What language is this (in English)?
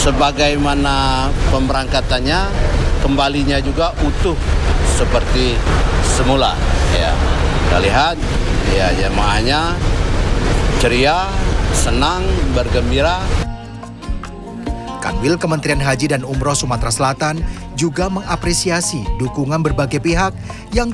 Indonesian